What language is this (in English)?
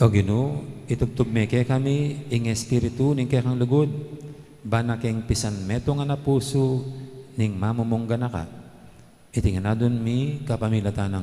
Pampanga